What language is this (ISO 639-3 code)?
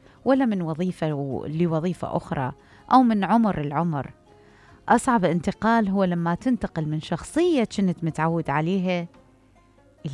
acm